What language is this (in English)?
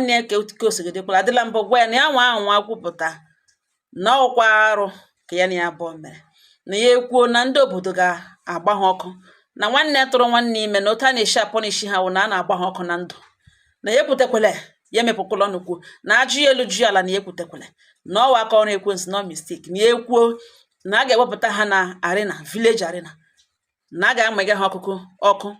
Igbo